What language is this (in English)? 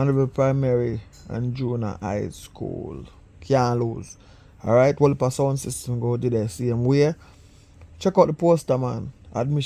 Jamaican Creole English